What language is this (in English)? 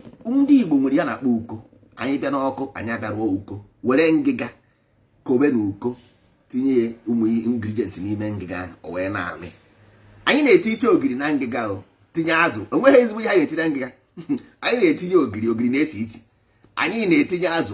Igbo